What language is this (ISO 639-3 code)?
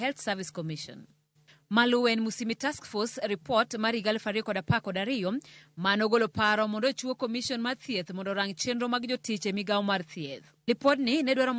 luo